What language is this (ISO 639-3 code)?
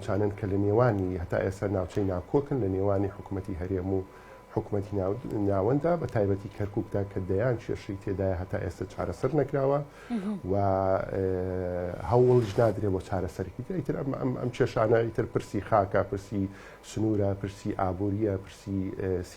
ckb